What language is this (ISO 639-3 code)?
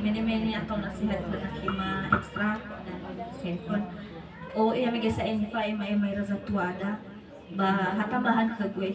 nia